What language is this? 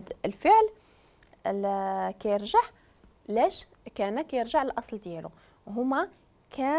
Moroccan Arabic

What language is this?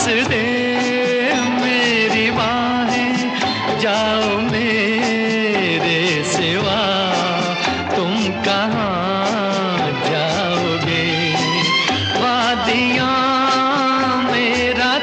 Hindi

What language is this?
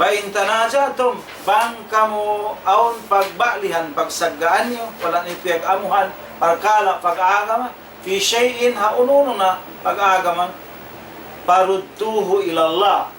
Tausug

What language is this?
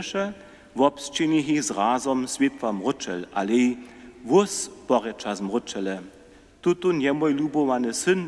Upper Sorbian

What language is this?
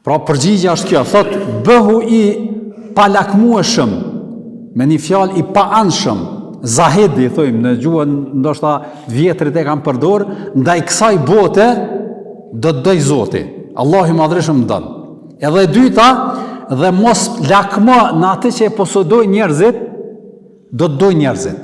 Albanian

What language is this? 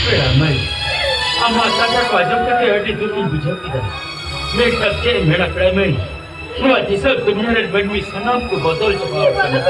Santali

